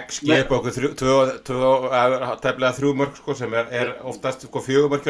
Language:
Icelandic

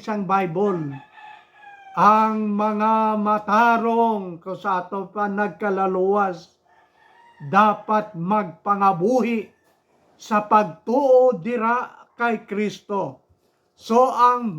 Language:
Hiligaynon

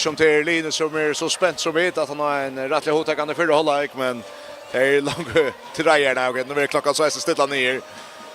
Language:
Faroese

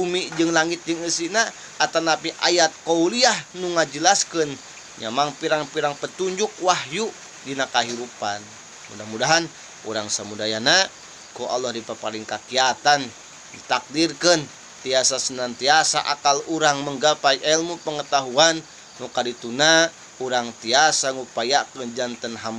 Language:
Sundanese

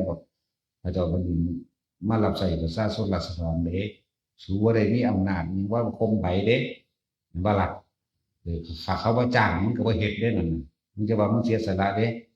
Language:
Northeastern Thai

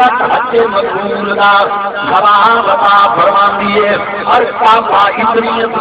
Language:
Saraiki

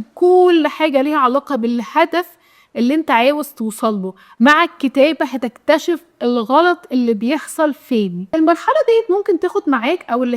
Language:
Egyptian Arabic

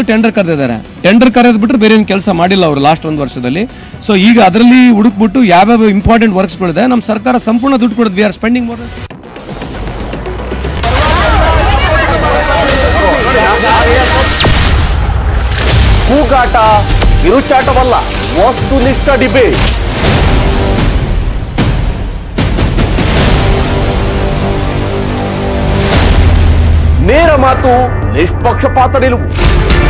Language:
Kannada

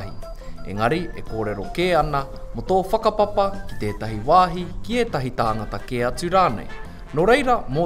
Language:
Māori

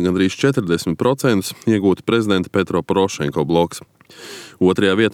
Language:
Latvian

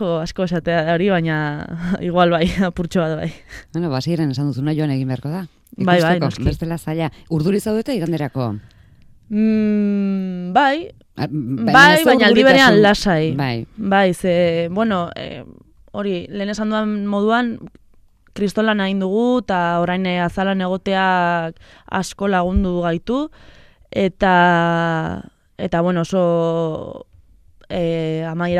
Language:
Basque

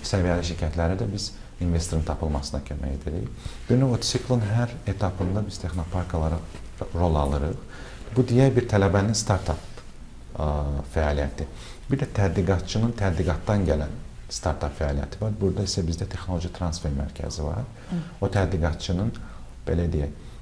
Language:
Azerbaijani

